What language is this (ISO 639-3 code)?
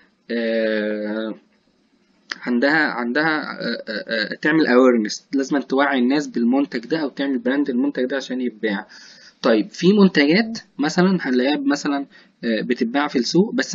arz